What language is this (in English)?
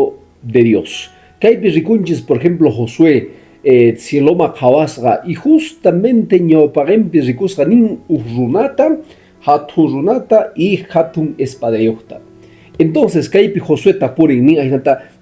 Quechua